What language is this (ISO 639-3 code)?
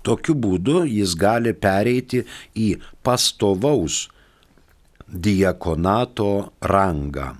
lit